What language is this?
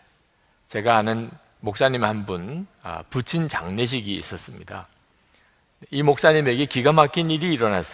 Korean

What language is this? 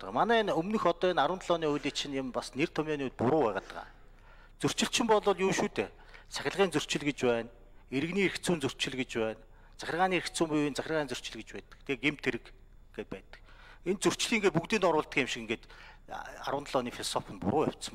Mongolian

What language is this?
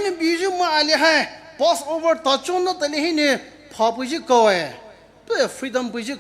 Poumei Naga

